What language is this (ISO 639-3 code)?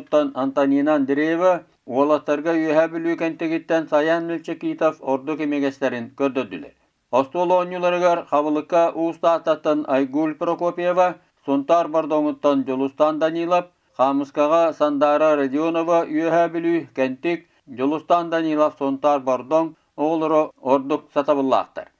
sah